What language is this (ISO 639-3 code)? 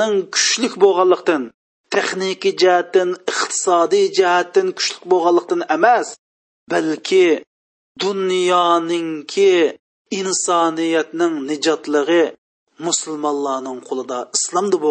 uig